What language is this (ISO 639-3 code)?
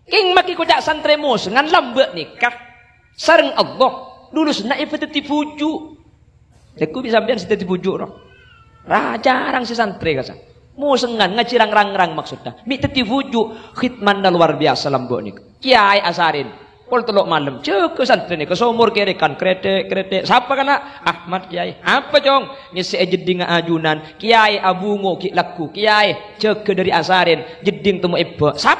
mad